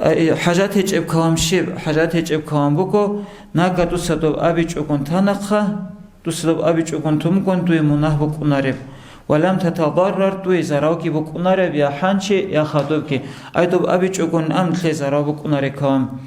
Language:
Avaric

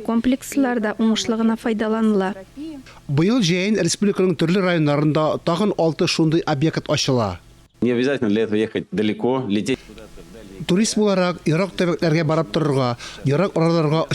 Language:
Tatar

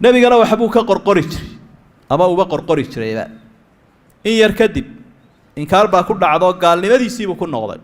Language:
Somali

